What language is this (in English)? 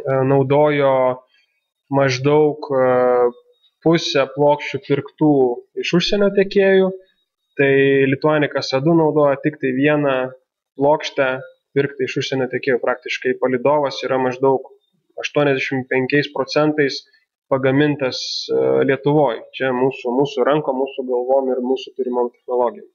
Lithuanian